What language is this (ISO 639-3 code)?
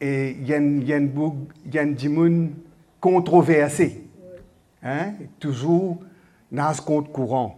mfe